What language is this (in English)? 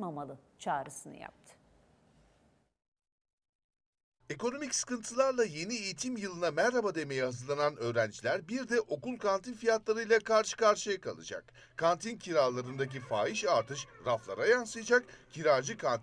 Turkish